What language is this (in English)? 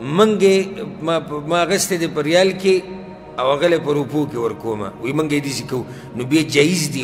Pashto